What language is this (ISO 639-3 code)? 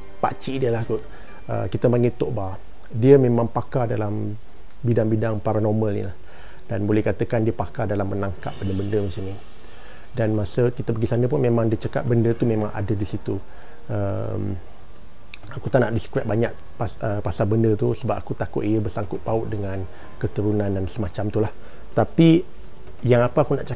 msa